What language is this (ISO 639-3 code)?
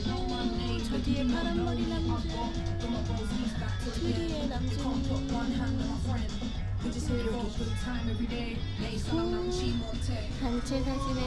kor